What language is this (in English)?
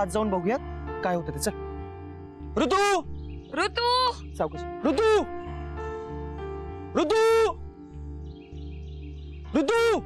Marathi